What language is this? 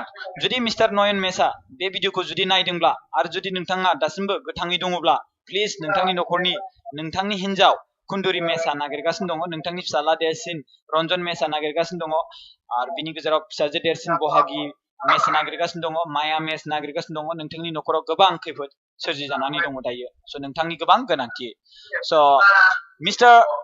Bodo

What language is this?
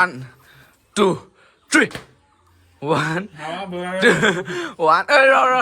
Naga Pidgin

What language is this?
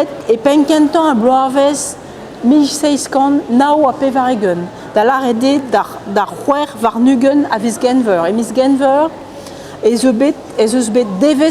Breton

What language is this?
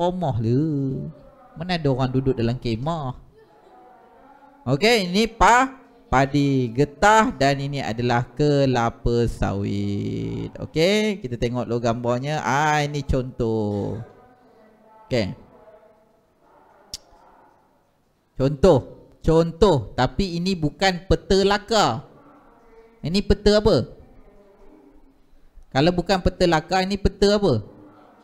Malay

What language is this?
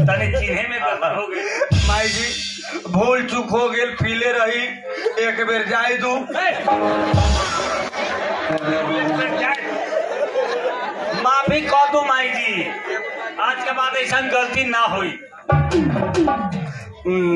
Bhojpuri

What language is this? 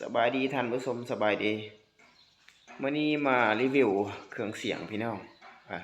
Lao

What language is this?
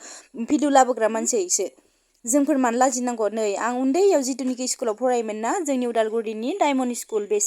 Bodo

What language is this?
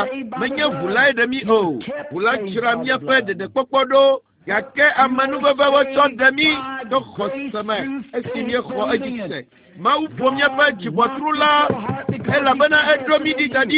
Ewe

